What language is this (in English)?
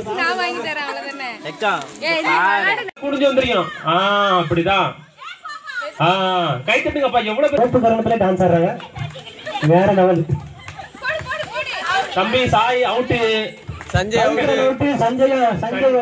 Tamil